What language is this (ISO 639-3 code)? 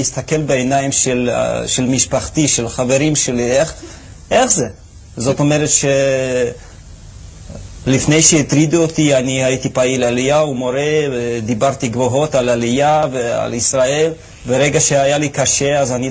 heb